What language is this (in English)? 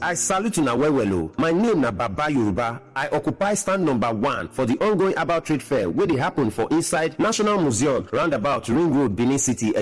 Nigerian Pidgin